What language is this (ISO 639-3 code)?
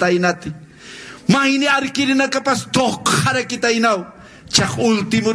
aym